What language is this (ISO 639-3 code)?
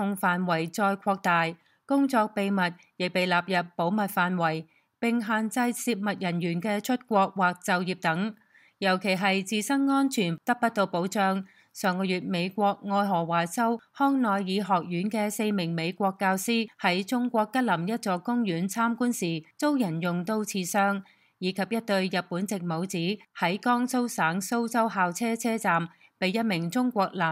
yue